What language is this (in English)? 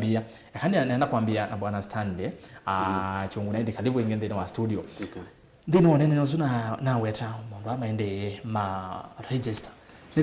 Kamba